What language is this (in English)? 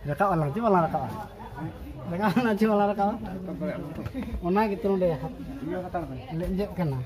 Santali